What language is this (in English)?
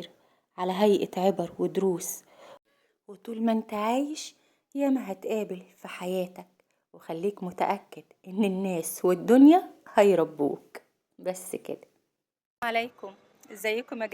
Egyptian Arabic